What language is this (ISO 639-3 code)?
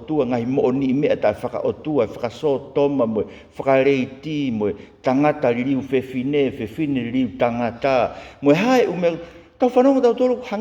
ton